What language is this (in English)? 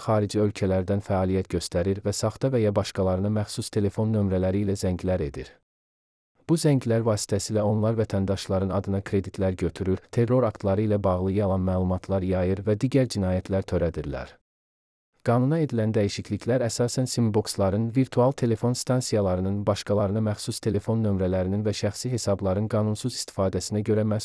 Azerbaijani